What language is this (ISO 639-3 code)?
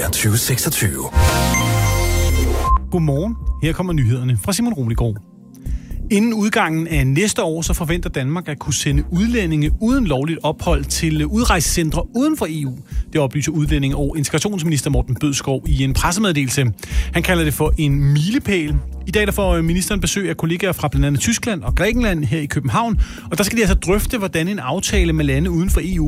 dan